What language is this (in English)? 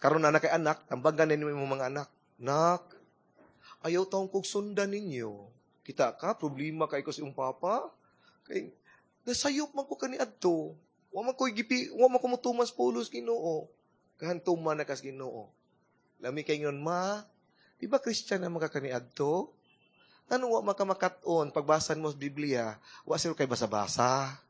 Cebuano